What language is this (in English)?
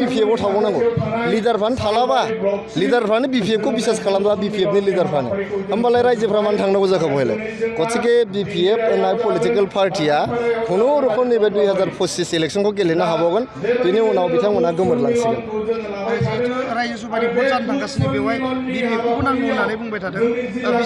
Bodo